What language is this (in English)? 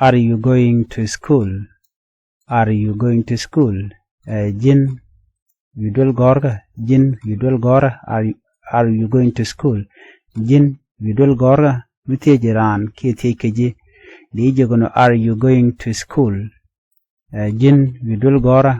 Nuer